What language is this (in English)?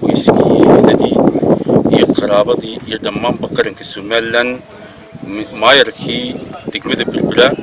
Somali